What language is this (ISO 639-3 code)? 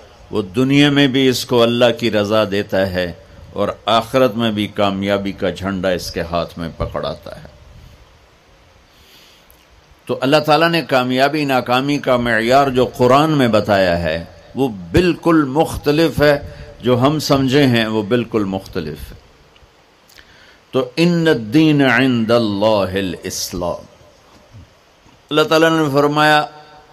urd